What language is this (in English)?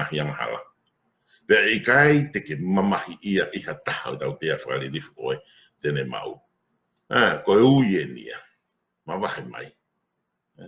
Tongan